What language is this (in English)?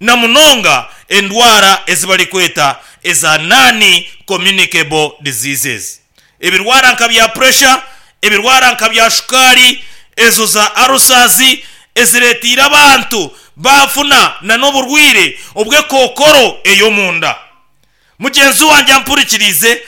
Nyankole